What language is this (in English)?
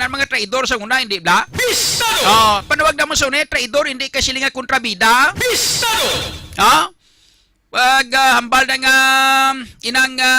Hiligaynon